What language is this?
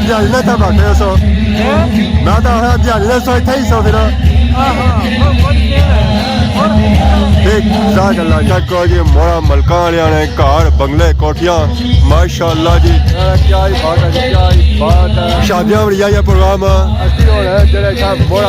Pahari-Potwari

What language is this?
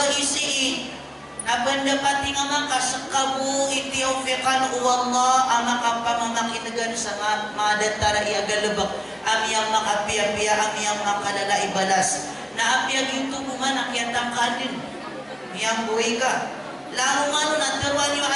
Maranao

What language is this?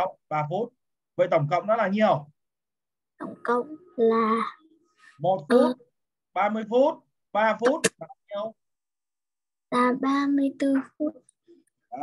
Vietnamese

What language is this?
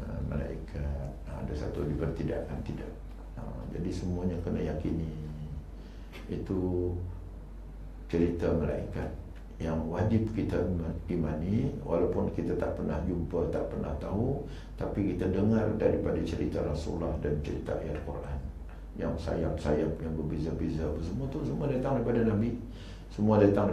Malay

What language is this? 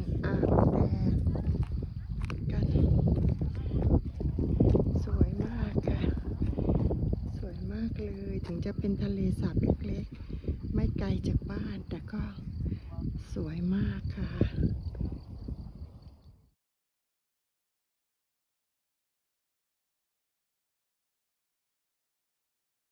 Thai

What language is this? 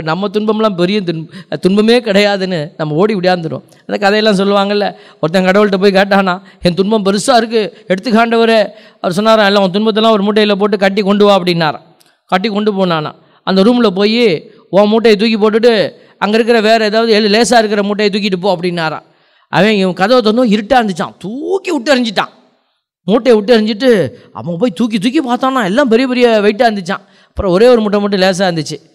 Tamil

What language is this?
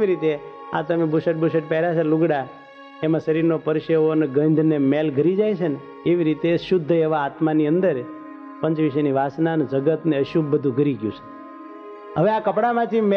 Gujarati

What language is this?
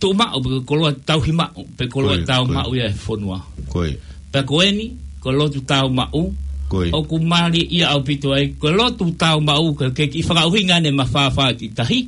Tongan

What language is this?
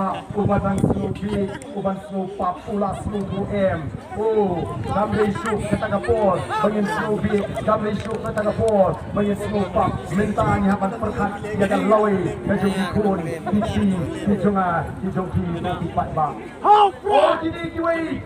Khasi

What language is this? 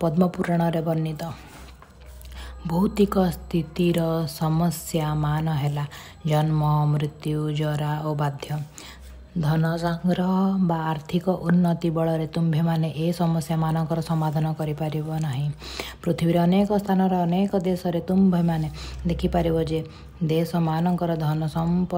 Odia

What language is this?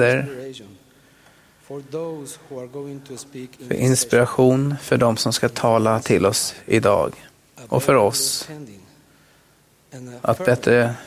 Swedish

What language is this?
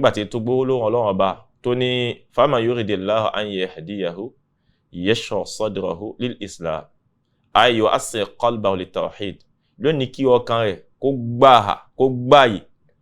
Yoruba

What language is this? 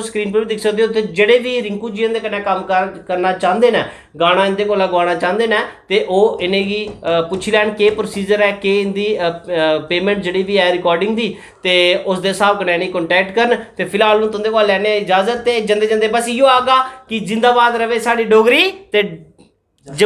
Dogri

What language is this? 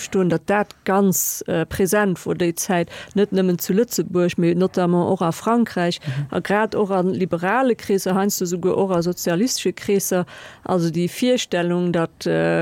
Luxembourgish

